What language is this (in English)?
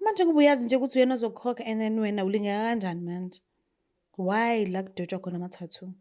Zulu